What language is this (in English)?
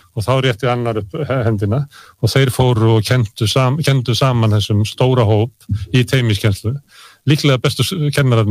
Icelandic